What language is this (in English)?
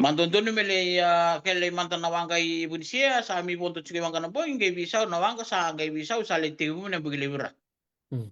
Fijian